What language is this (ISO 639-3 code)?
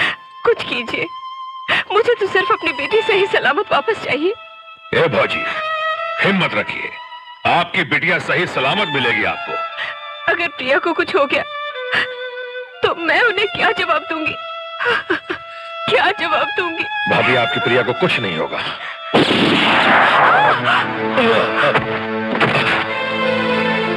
hin